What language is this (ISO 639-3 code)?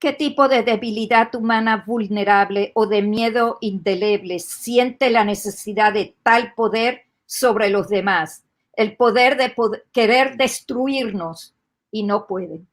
lad